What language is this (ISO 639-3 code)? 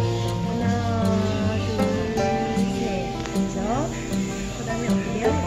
kor